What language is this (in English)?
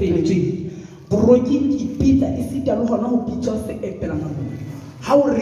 Southern Sotho